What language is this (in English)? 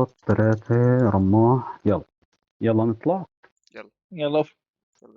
North Levantine Arabic